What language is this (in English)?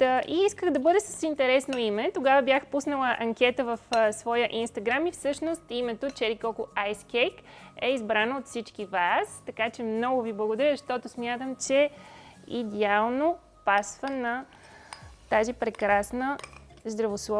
Bulgarian